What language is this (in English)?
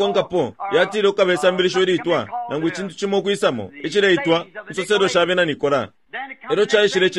Bemba